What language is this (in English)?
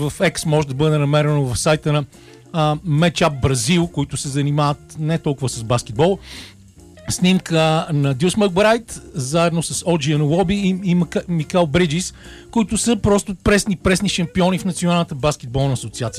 Bulgarian